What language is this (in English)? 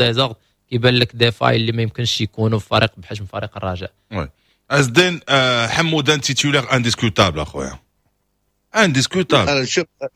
Moroccan Arabic